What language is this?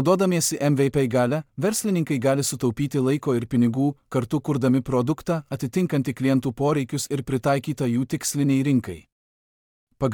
Lithuanian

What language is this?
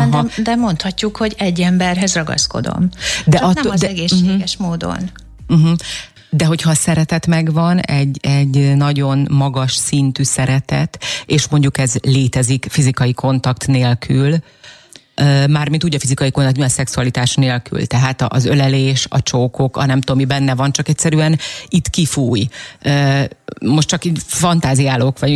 Hungarian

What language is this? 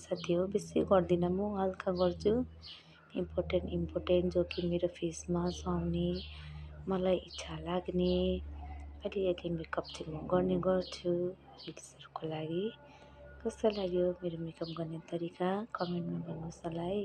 Nepali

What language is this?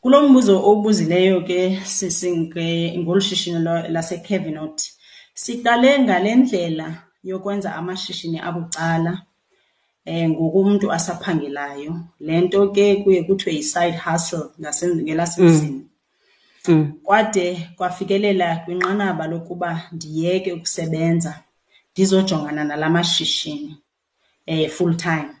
Xhosa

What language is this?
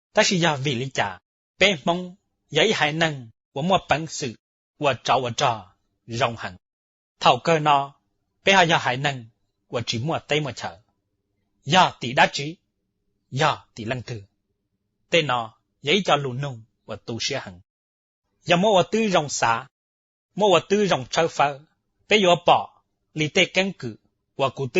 Hmong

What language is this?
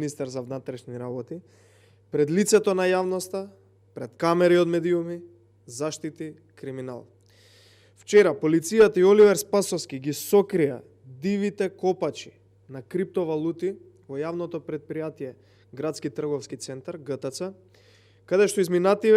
Macedonian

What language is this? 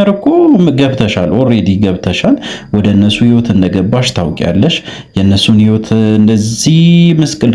Amharic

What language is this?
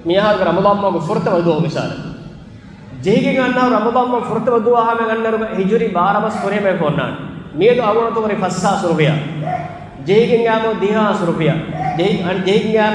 Divehi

